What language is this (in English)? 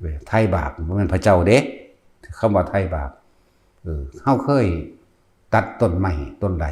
Northeastern Thai